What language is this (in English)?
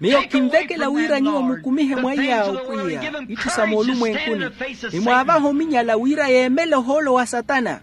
Makhuwa